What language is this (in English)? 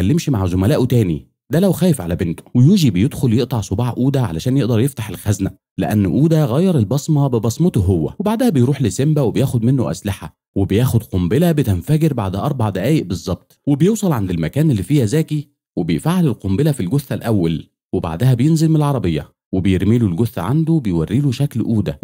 Egyptian Arabic